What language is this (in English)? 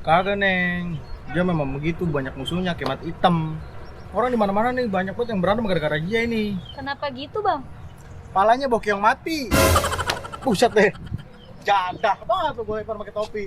Betawi